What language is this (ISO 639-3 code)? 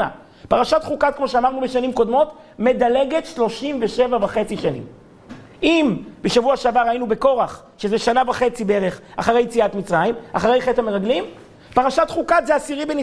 heb